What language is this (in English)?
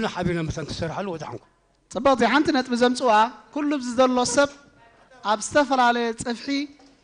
Tigrinya